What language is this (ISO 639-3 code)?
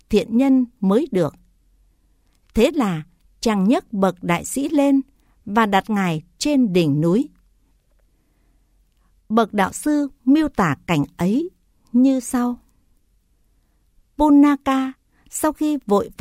vie